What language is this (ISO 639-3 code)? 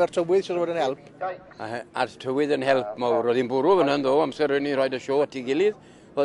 cym